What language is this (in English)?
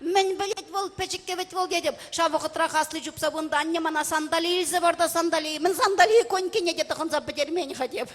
Chuvash